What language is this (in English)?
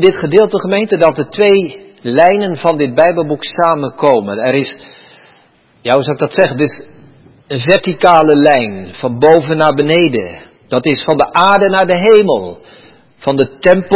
Dutch